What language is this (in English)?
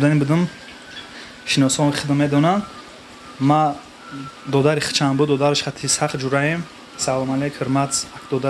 Tajik